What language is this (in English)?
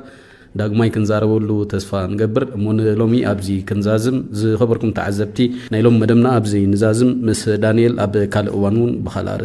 Tigrinya